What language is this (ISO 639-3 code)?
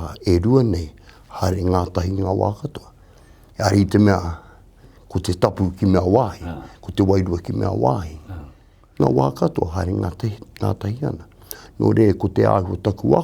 mri